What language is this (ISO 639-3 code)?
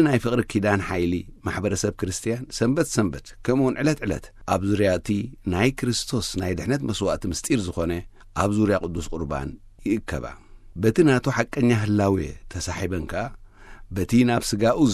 tir